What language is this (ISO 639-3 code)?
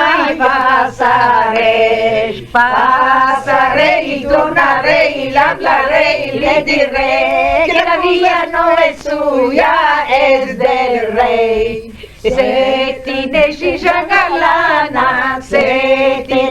lad